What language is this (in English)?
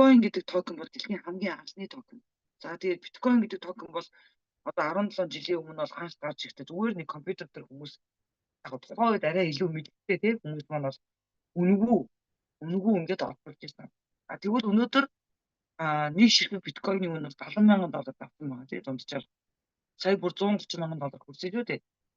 Mongolian